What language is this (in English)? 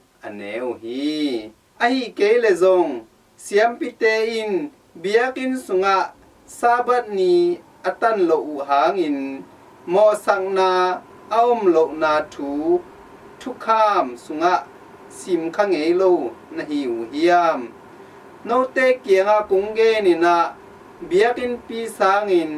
Tedim Chin